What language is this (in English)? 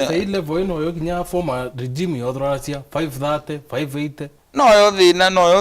Meru